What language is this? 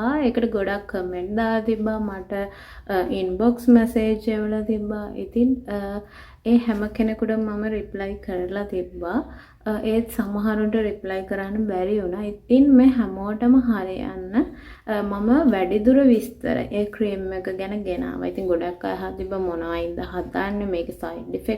Sinhala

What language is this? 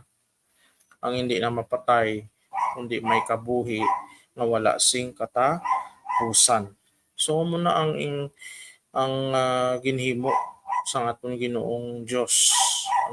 Hiligaynon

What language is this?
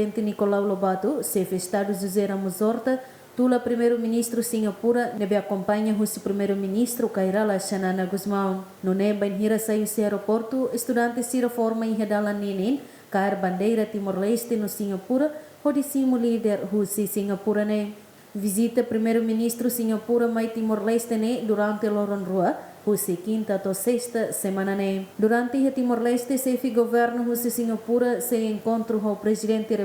Tetum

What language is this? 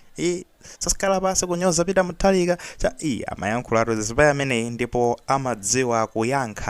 Nyanja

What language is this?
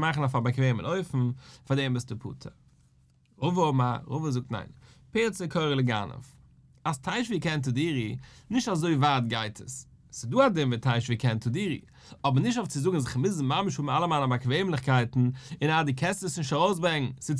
Yiddish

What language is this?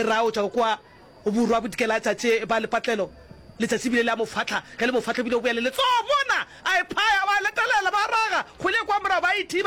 Northern Sotho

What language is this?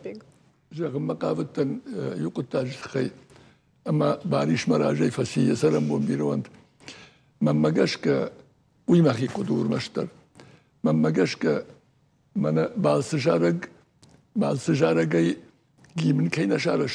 Ossetic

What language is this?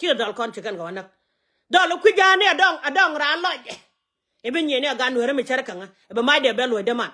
Nuer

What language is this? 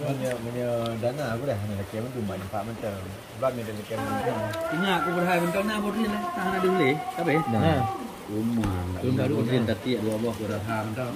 Achinese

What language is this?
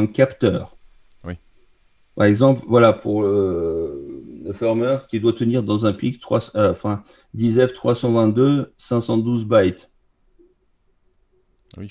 French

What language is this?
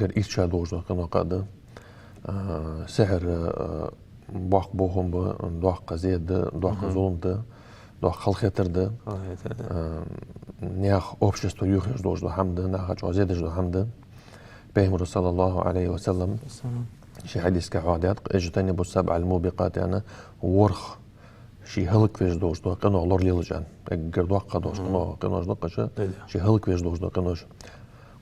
Ingush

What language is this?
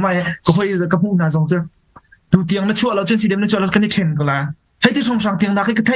Hakha Chin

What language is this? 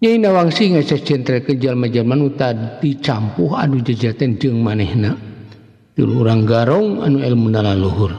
Sundanese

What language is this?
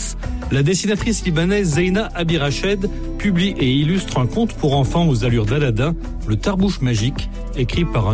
French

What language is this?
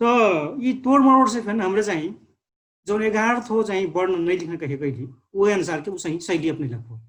Dangaura Tharu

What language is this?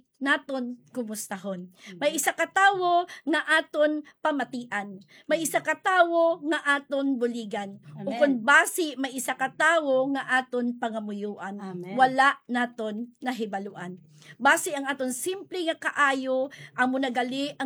Hiligaynon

